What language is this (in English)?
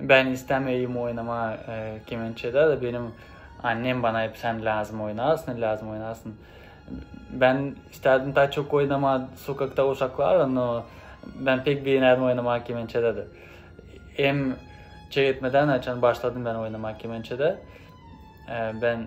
Gagauz